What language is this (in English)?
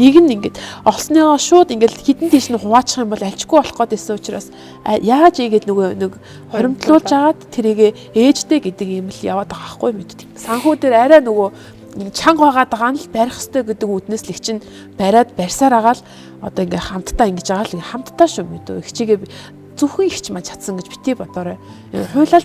Mongolian